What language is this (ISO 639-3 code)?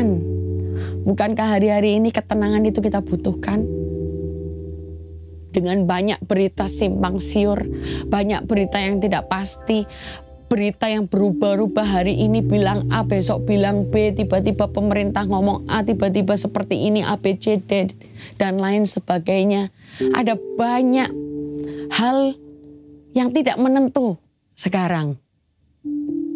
ind